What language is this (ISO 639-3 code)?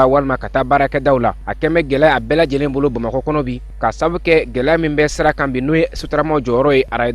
bam